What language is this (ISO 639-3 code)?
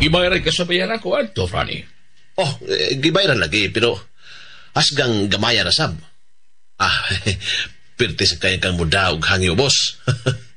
ceb